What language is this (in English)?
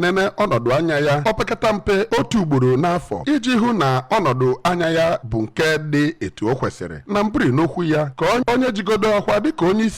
Igbo